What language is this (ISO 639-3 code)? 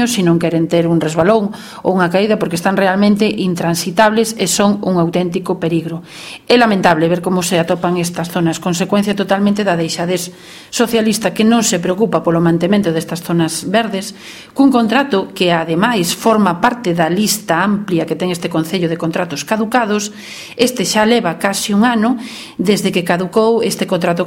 glg